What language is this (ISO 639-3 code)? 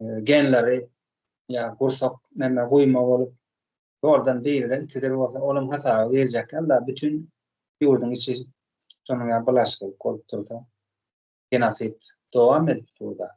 tuk